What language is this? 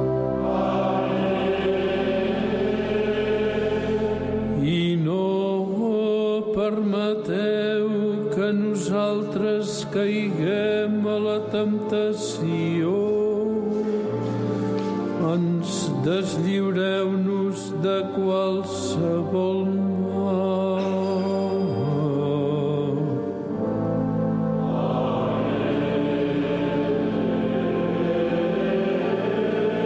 Catalan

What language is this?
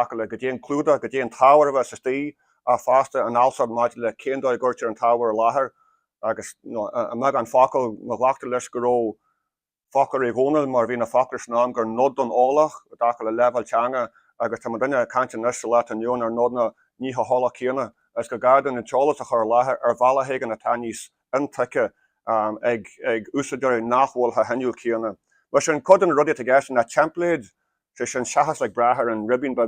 Irish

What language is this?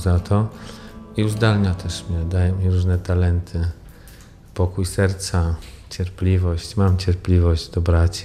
Polish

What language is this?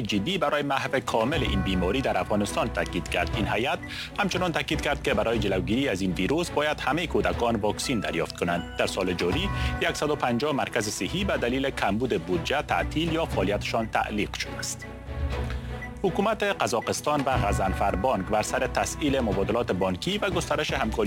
Persian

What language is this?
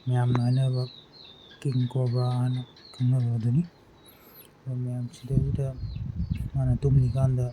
Manipuri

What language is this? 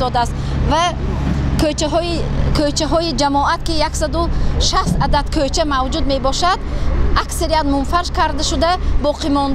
Tajik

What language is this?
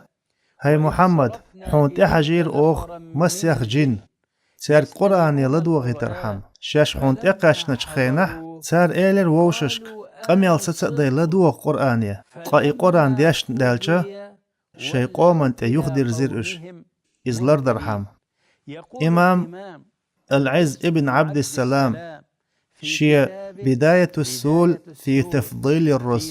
Chechen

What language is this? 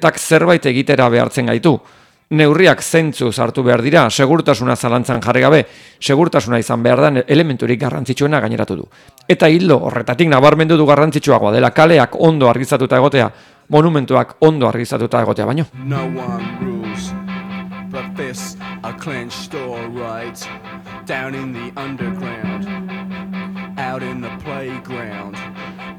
Basque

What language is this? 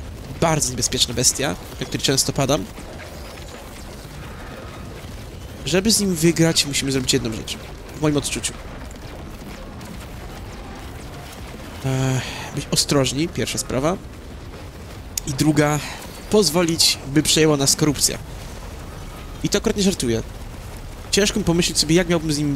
Polish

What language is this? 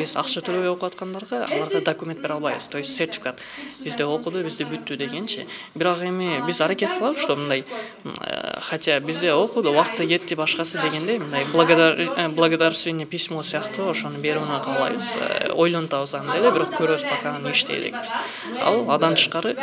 Kyrgyz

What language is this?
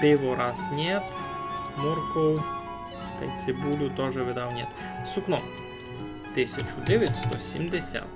Rusyn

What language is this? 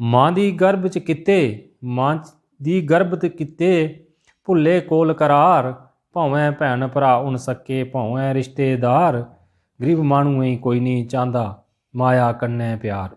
Dogri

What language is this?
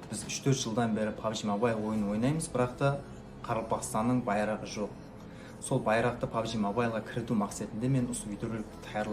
Kara-Kalpak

